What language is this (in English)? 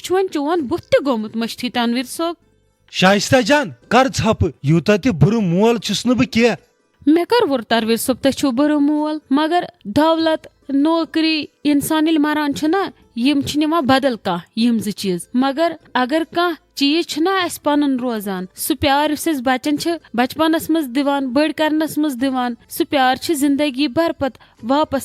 Kashmiri